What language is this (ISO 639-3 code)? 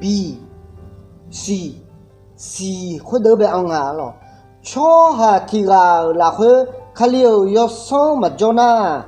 ahk